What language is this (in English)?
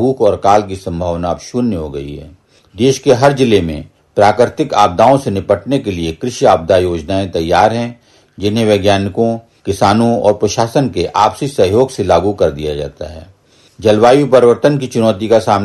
Hindi